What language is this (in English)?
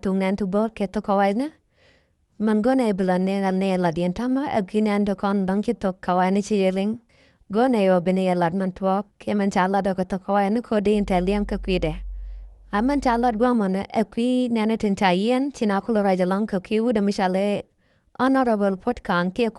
Nuer